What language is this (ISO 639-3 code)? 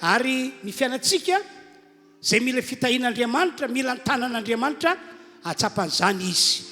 mlg